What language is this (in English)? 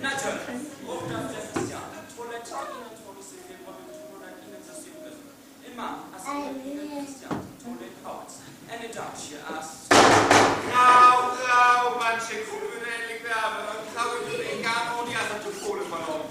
Northern Frisian